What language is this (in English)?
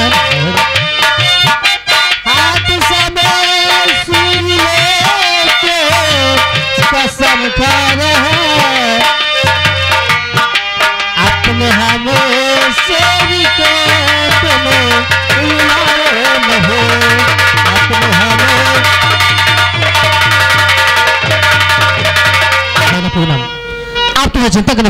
Hindi